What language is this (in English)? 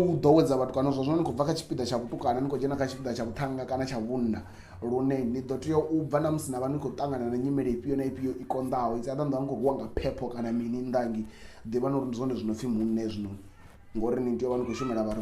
Venda